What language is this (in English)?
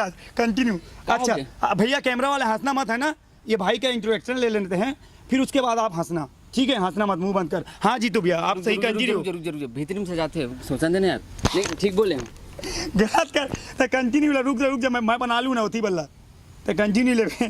Chhattisgarhi